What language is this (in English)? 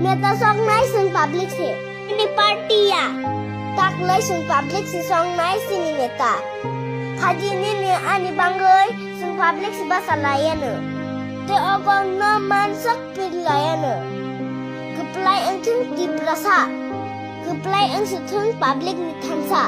Kok Borok